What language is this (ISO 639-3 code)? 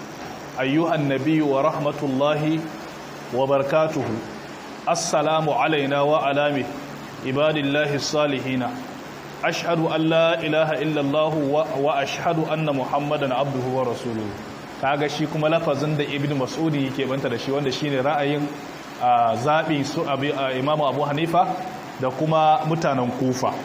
hau